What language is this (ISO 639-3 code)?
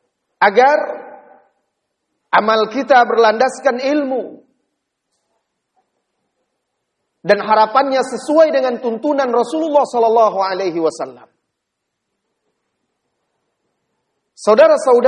ind